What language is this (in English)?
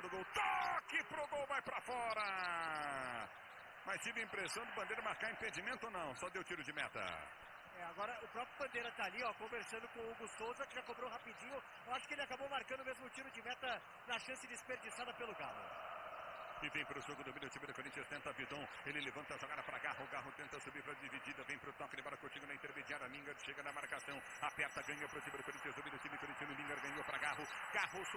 Portuguese